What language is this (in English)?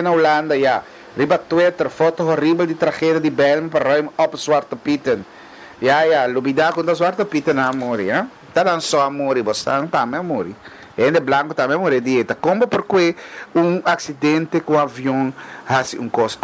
Papiamento